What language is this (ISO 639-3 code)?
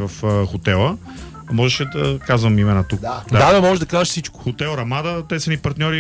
bul